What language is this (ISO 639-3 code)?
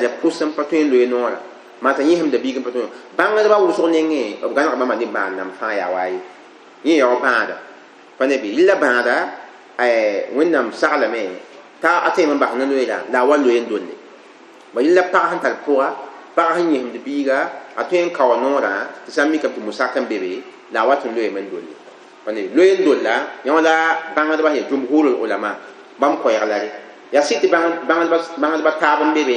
mos